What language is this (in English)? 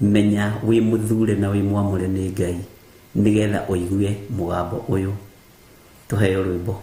Kikuyu